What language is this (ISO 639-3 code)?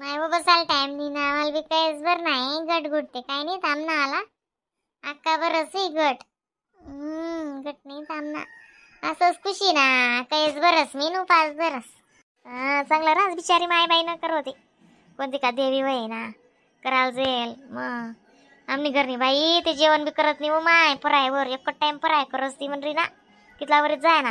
khn